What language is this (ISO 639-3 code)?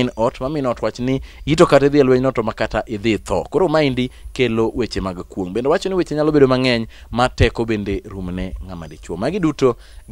luo